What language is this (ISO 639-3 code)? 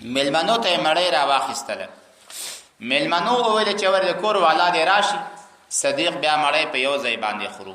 pus